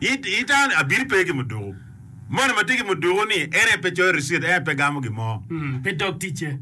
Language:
Acoli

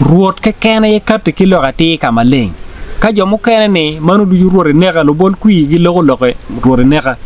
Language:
Acoli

